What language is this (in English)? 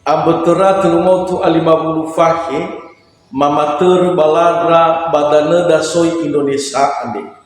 Nias